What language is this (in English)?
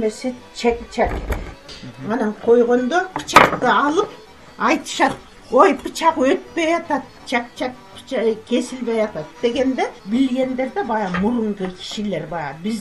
Kyrgyz